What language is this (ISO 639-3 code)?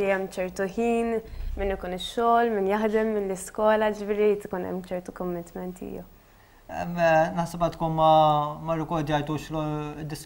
mlt